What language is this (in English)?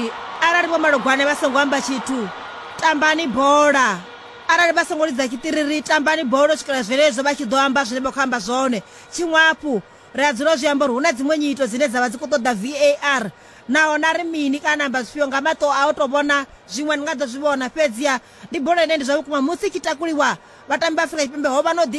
Venda